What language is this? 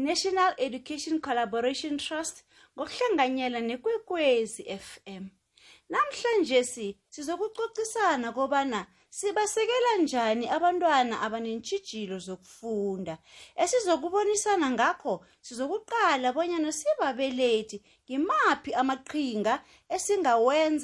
South Ndebele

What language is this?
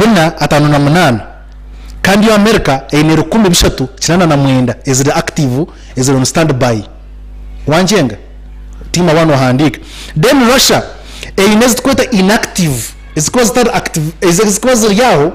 Nyankole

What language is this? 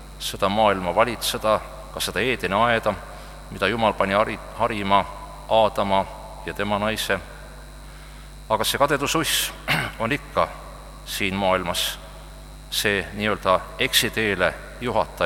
Estonian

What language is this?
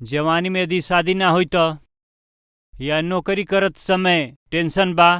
Bhojpuri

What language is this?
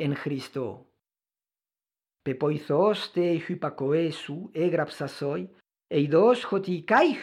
Ancient Greek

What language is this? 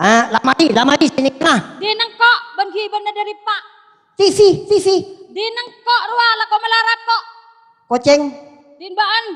Madurese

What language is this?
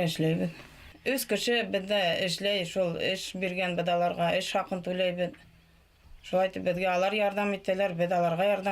Bashkir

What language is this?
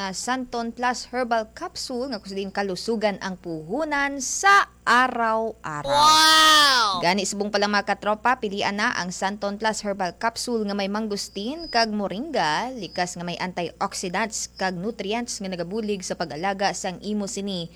Hiligaynon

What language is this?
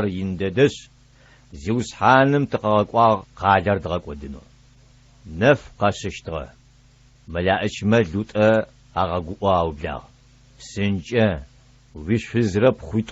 Adyghe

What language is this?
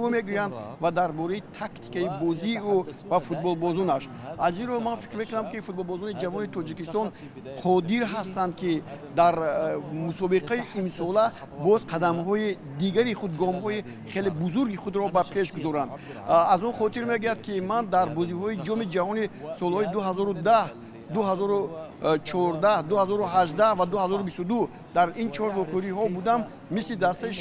Tajik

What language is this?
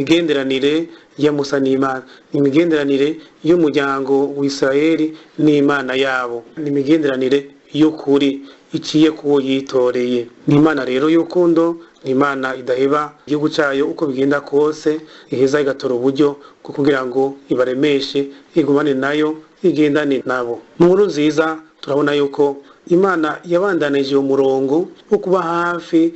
Rundi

